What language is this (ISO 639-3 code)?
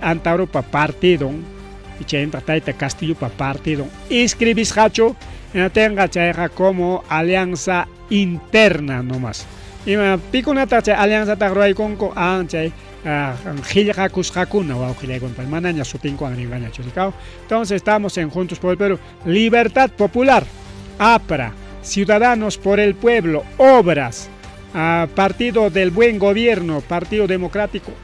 quy